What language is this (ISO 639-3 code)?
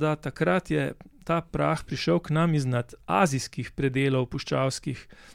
slv